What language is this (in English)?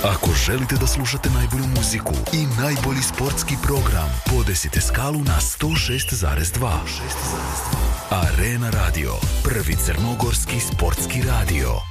Serbian